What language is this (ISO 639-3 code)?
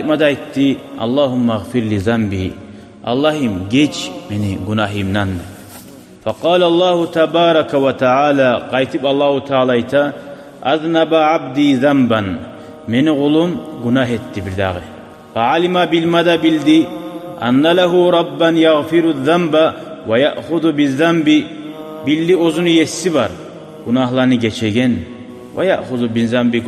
kum